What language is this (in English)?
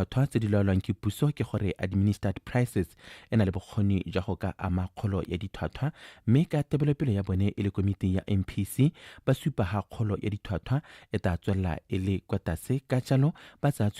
Tswana